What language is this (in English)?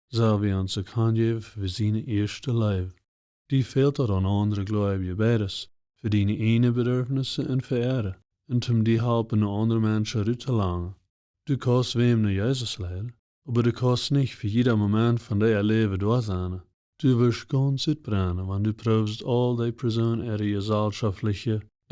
Plautdietsch